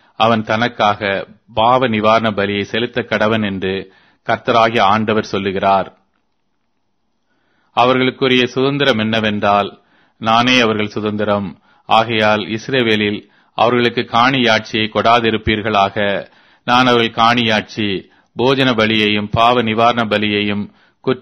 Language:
Tamil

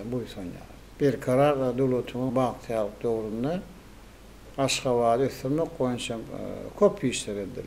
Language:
Turkmen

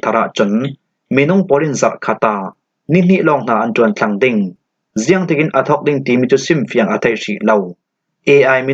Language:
Falam Chin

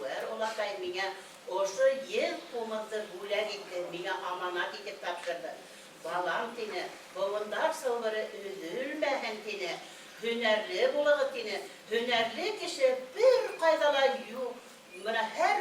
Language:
Bashkir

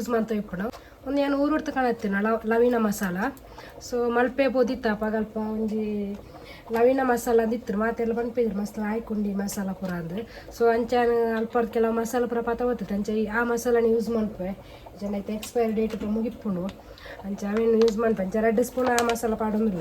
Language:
Tulu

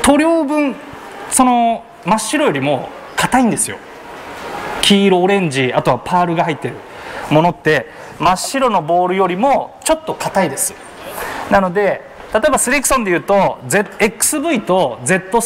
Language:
Japanese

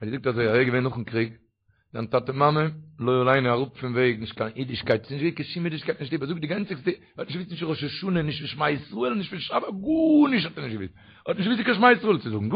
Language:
Yiddish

